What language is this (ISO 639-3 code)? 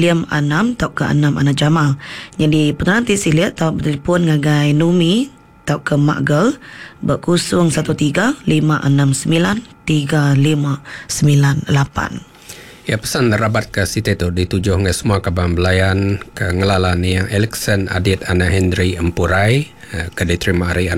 iba